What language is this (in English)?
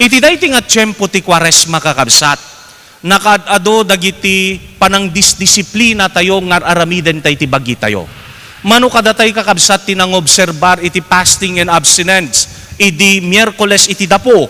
Iloko